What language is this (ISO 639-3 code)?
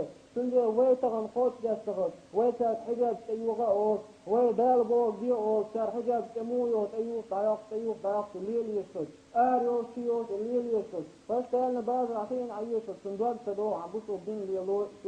che